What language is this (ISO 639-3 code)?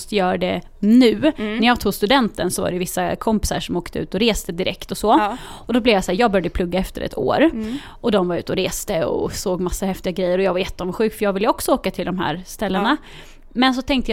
swe